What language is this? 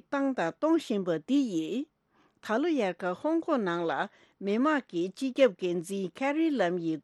Tibetan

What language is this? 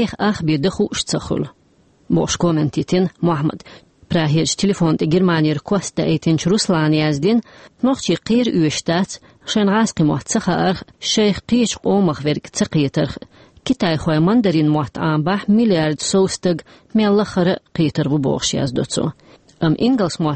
Chechen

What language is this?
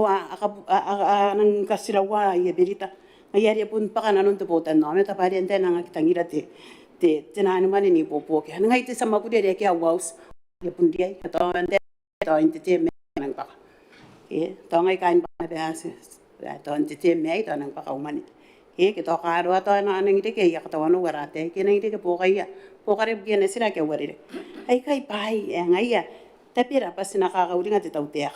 Gilbertese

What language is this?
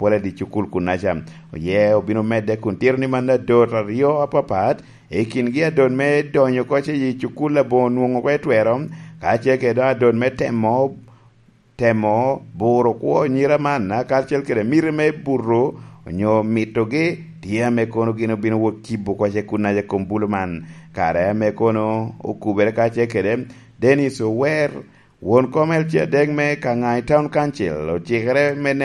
Lango (Uganda)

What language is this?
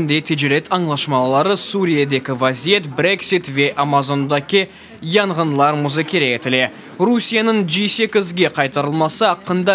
Crimean Tatar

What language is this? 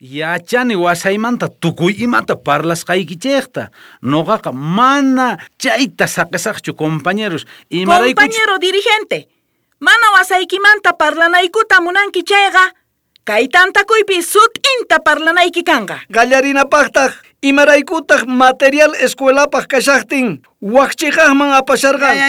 South Bolivian Quechua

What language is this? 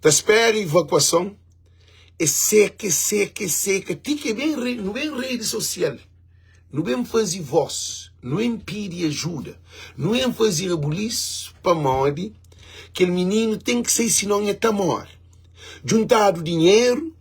Kabuverdianu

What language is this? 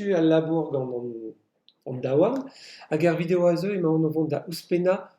Breton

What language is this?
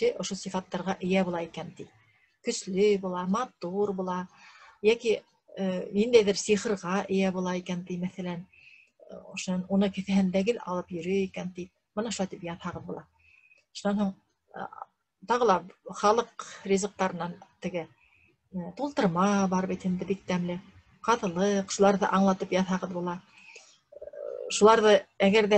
Bashkir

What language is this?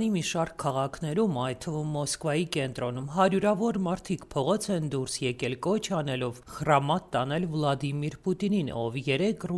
Armenian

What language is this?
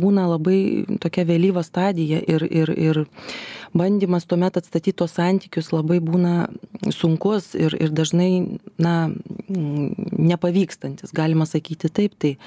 Lithuanian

